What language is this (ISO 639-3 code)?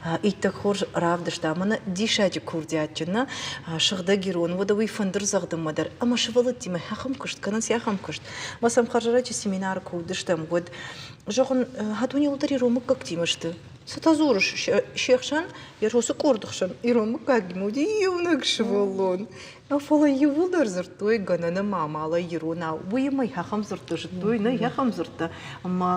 oss